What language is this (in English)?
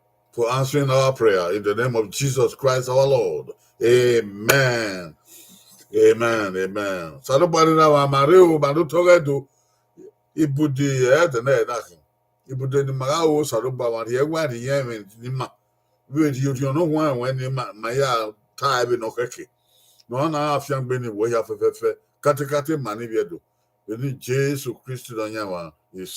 Bini